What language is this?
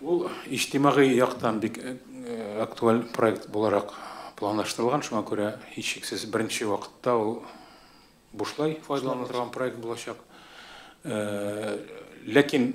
Tatar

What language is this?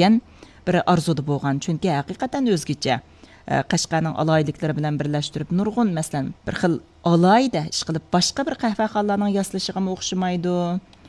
Uyghur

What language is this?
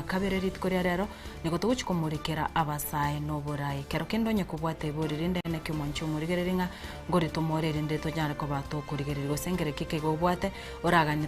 Gusii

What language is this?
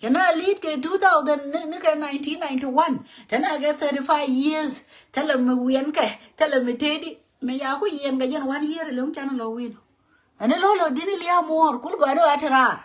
Nuer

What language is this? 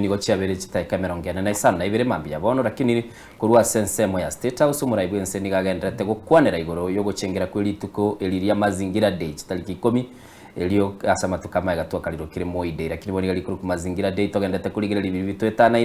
Gusii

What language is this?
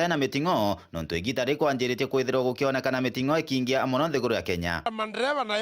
Meru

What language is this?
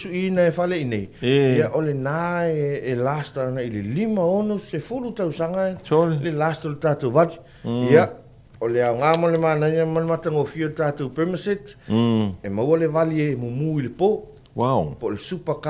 Samoan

